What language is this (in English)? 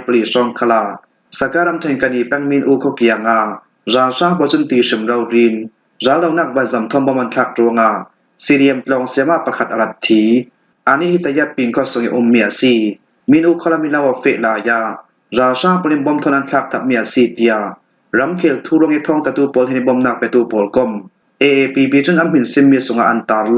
Falam Chin